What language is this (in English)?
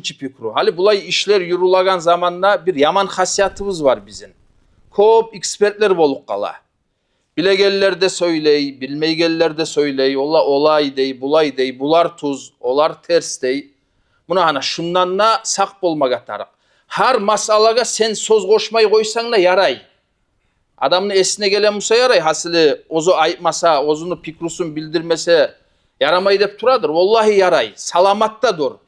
Kumyk